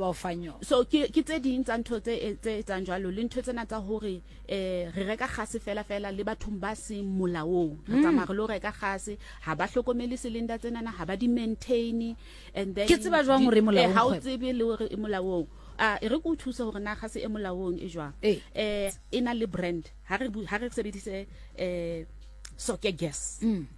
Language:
Southern Sotho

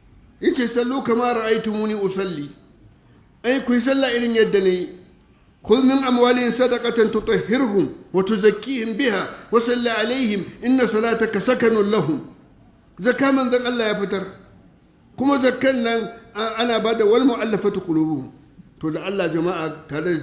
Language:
Hausa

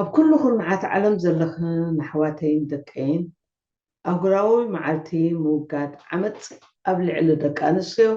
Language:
Tigrinya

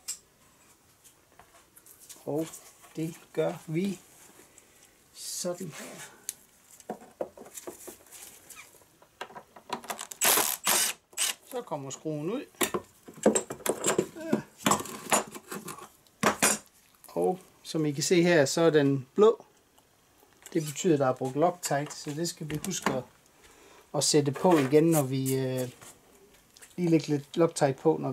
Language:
Danish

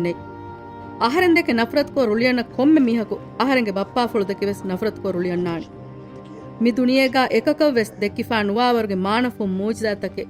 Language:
Divehi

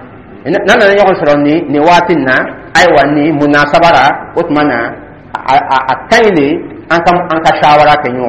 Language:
Dyula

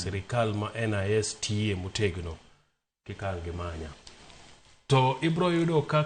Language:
Luo (Kenya and Tanzania)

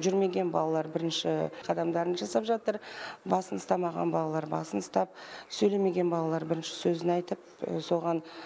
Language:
Kazakh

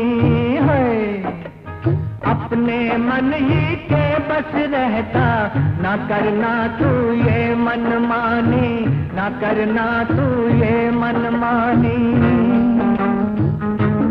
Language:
Hindi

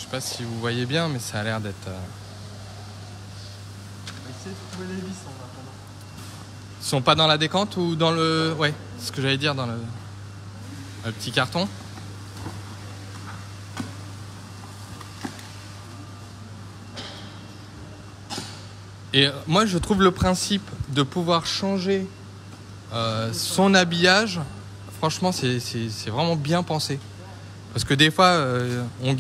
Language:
French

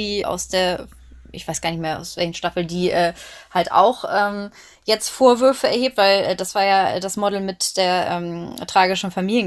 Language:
German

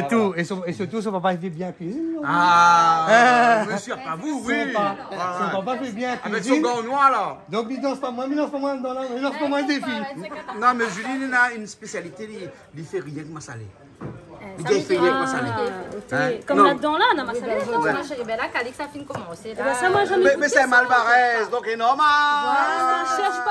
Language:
Réunion Creole French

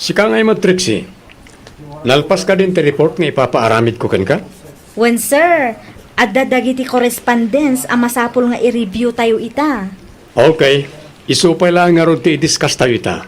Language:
Iloko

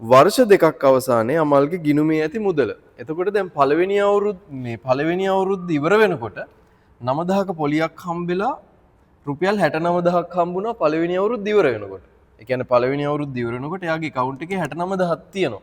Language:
Sinhala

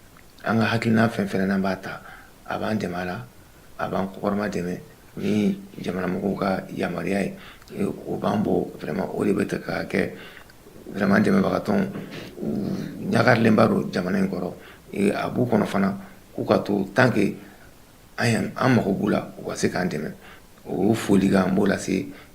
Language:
Bambara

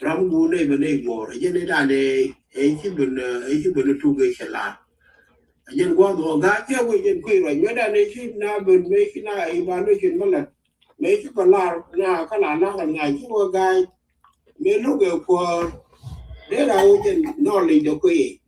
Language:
Nuer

